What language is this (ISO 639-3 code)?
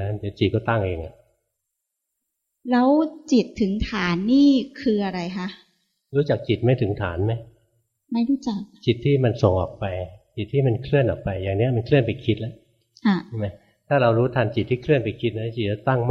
tha